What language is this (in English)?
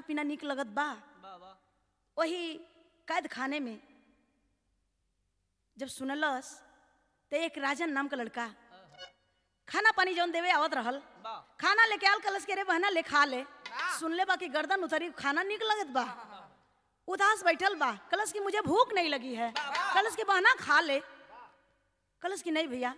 Bhojpuri